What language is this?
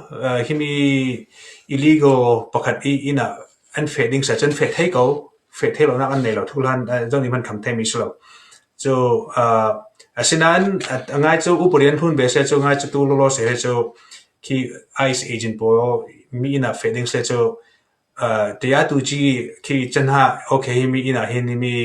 Falam Chin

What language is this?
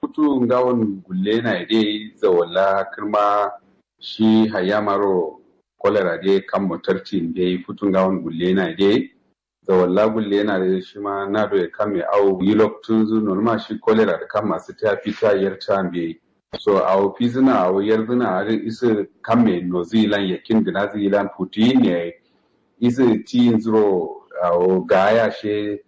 Kanuri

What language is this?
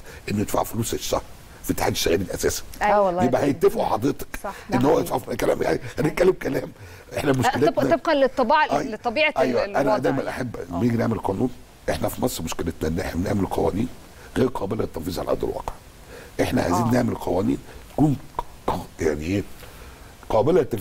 Egyptian Arabic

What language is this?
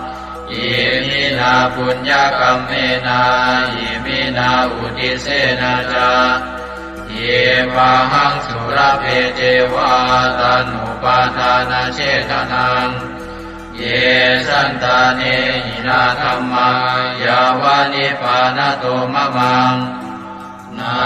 Pali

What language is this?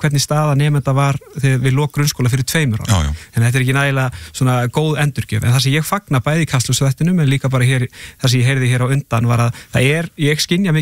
Icelandic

